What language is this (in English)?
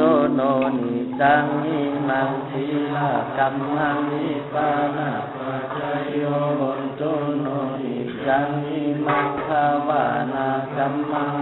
Pali